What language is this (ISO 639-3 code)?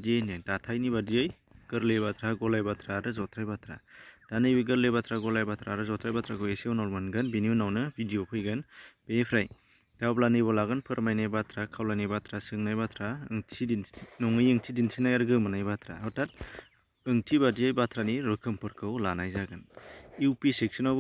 brx